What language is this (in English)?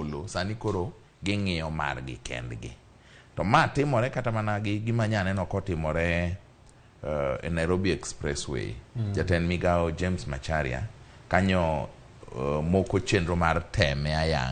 Luo (Kenya and Tanzania)